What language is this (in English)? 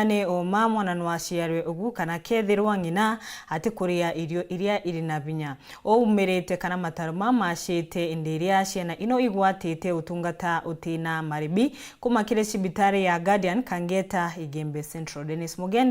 Meru